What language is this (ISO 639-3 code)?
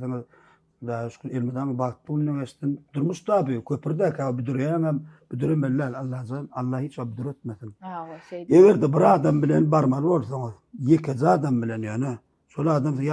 tuk